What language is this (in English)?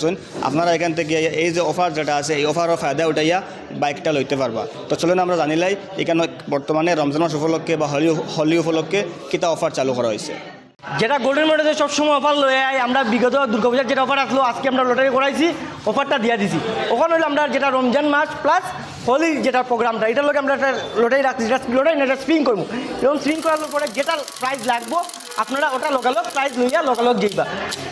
Sylheti